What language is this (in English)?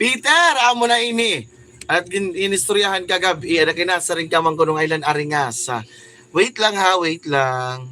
Waray